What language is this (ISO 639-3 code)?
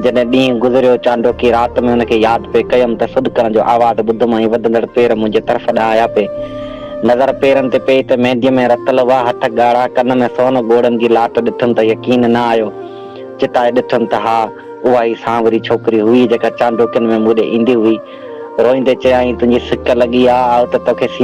snd